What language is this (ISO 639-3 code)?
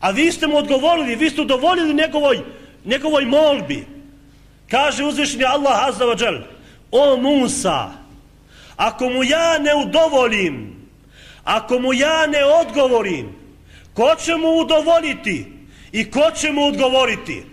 bos